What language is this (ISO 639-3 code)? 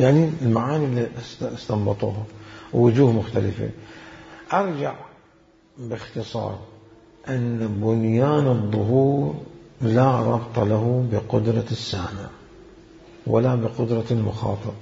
acm